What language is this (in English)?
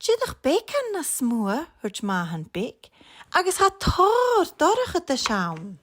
Scottish Gaelic